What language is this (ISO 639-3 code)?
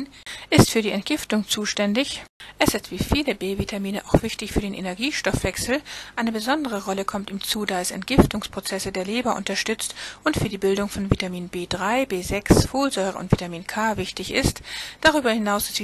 deu